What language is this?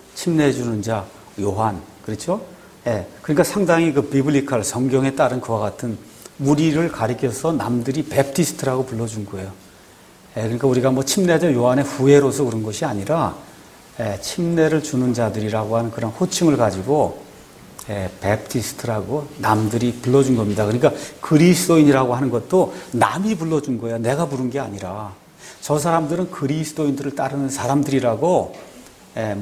Korean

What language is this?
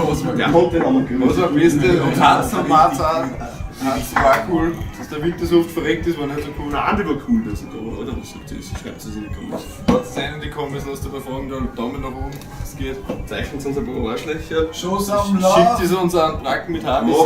Bavarian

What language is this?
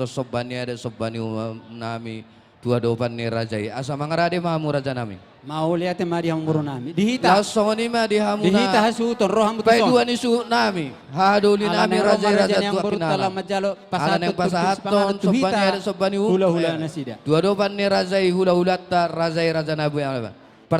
Batak Toba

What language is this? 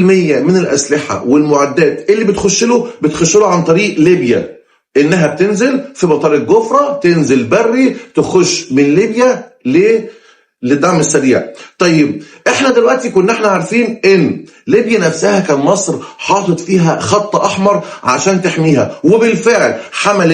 Egyptian Arabic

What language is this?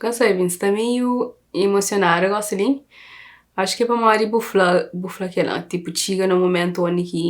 Kabuverdianu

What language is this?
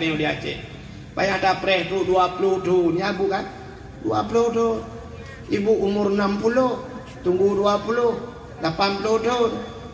Achinese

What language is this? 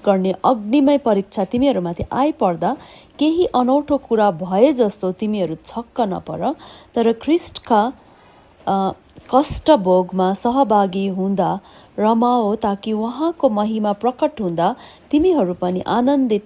Nepali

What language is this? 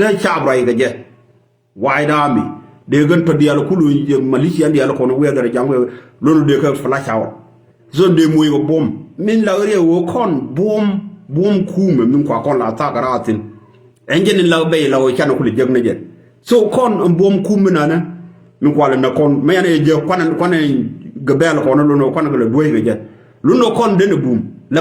Nuer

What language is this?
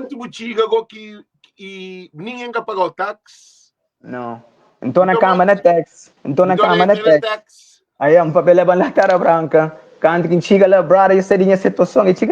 Kabuverdianu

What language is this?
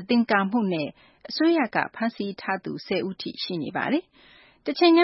Burmese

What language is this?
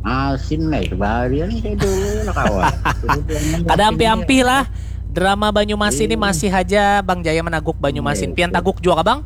Banjar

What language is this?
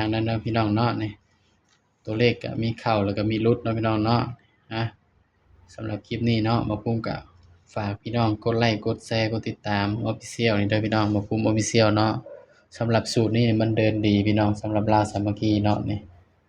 Northeastern Thai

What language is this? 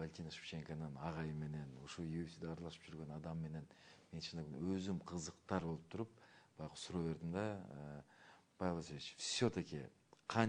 Kyrgyz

